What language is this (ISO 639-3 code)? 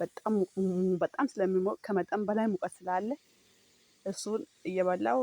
amh